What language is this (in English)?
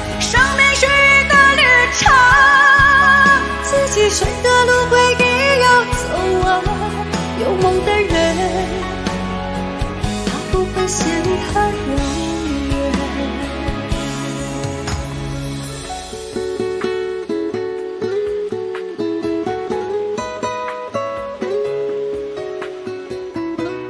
Chinese